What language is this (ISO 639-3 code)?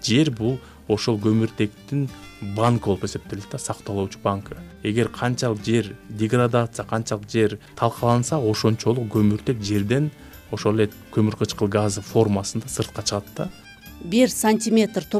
kir